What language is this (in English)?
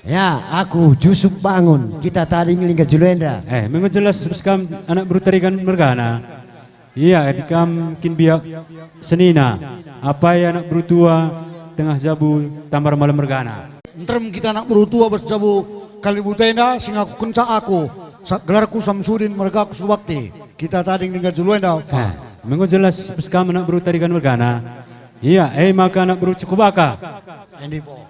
Batak Karo